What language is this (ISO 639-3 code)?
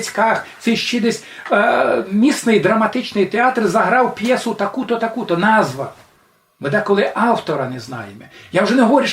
rue